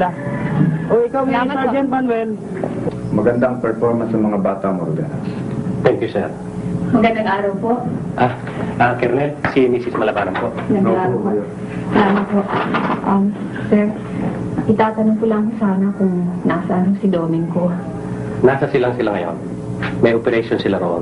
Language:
Filipino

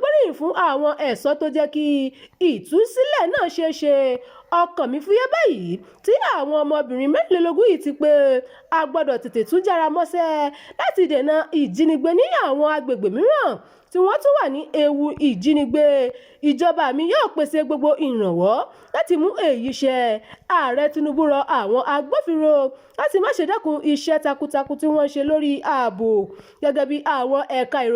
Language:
Yoruba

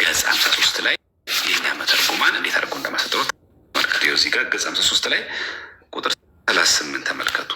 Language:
Amharic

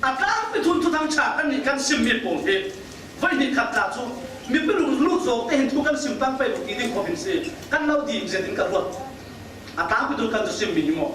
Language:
Falam Chin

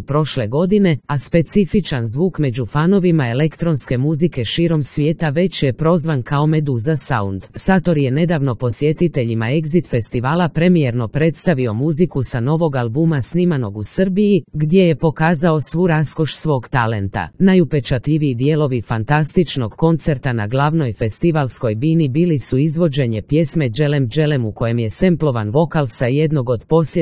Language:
Serbian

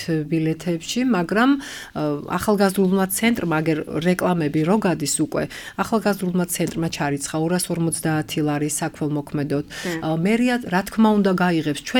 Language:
Georgian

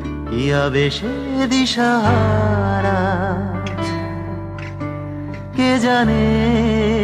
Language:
Bangla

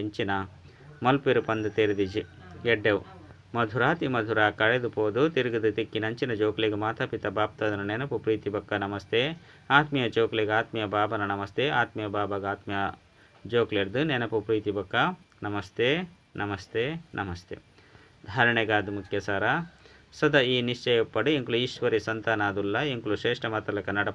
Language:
Tulu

